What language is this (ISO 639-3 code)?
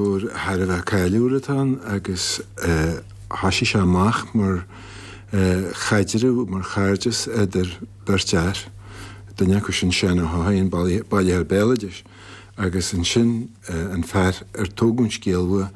gle